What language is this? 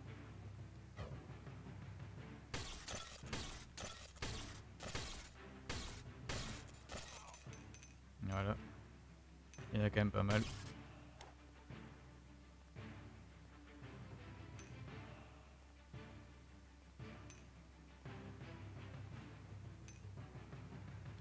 French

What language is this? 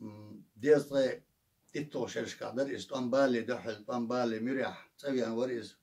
Chechen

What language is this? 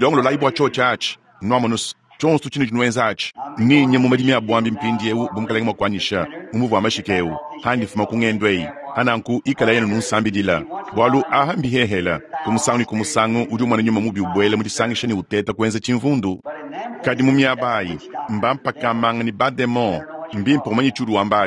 Luba-Lulua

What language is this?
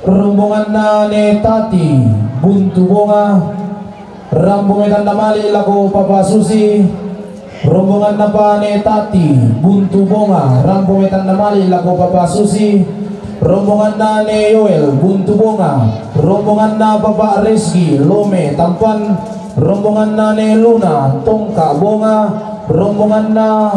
Toraja-Sa'dan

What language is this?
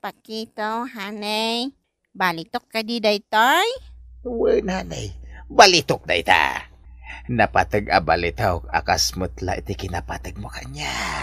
Iloko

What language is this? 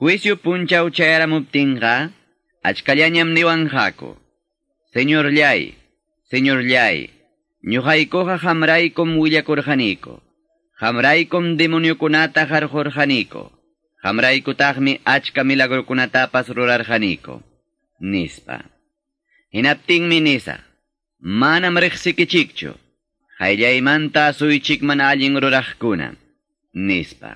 Ayacucho Quechua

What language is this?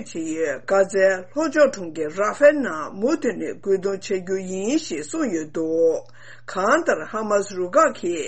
Tibetan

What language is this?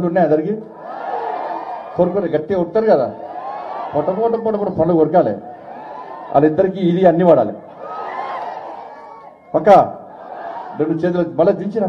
Telugu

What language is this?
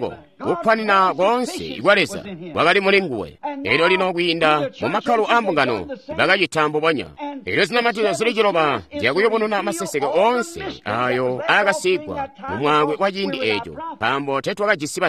Tonga (Zambia)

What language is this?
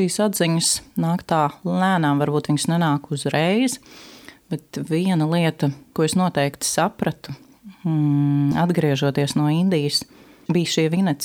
Latvian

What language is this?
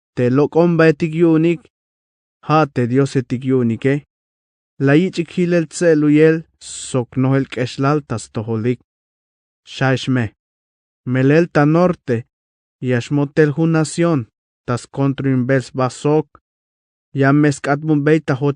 Tzeltal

